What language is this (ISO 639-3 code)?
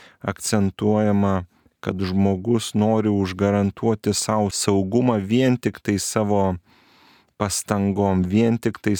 lit